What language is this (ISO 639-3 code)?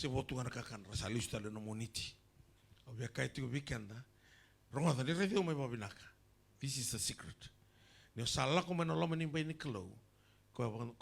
fij